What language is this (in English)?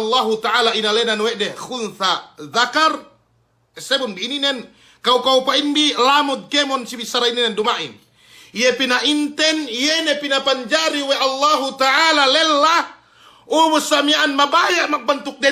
Yakan